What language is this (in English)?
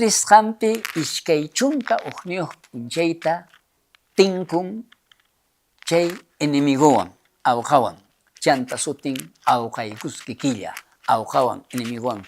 South Bolivian Quechua